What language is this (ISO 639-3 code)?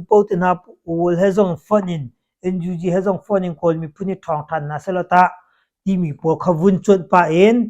cnh